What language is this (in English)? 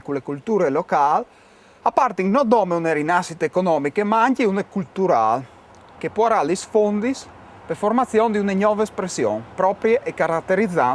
Friulian